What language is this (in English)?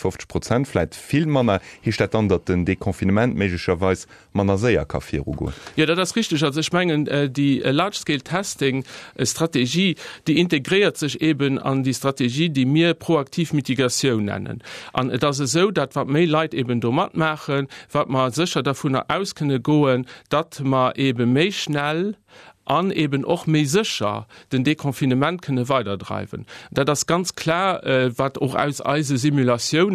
Luxembourgish